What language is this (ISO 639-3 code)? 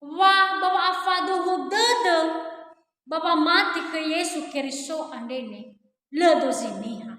nia